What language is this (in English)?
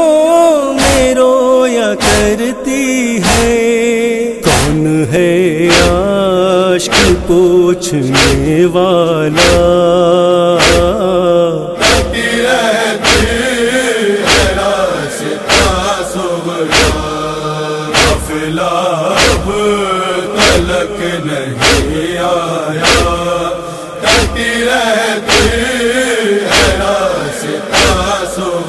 Urdu